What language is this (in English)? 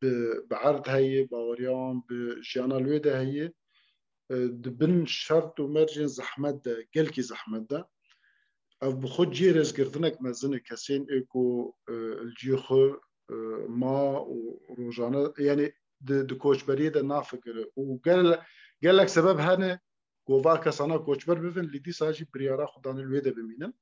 Kurdish